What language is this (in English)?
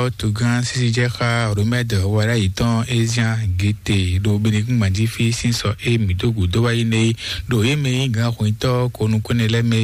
Fon